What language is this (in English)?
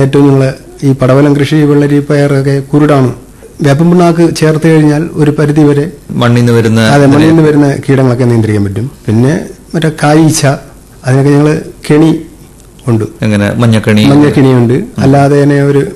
Malayalam